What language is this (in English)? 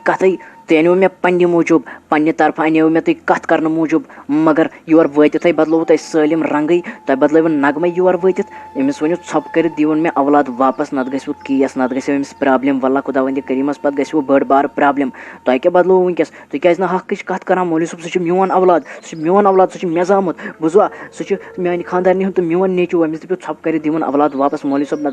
Kashmiri